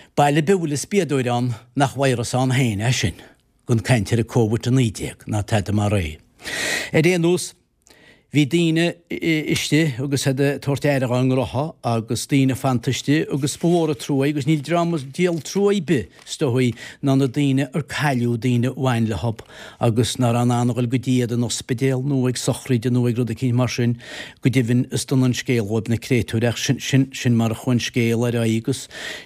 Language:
Irish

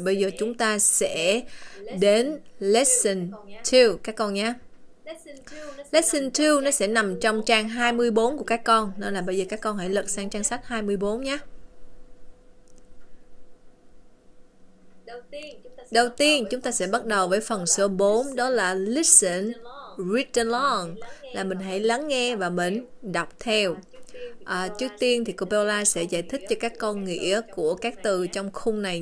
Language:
Vietnamese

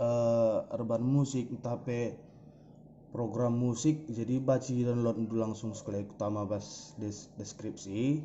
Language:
Batak Karo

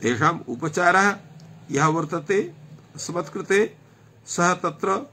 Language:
Sanskrit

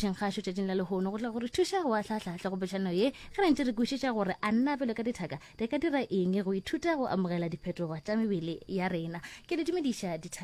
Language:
Northern Sotho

